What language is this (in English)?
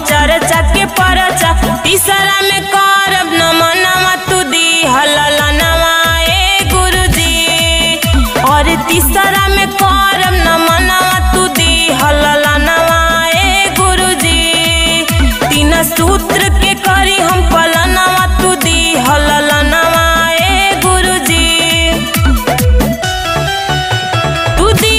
Bhojpuri